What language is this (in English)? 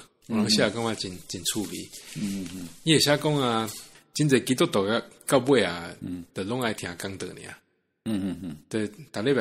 Min Nan Chinese